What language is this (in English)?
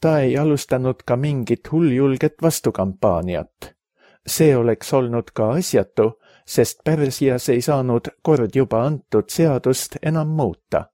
Estonian